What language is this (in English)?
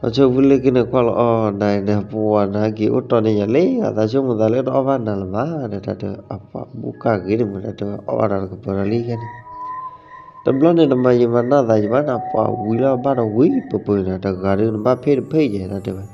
S'gaw Karen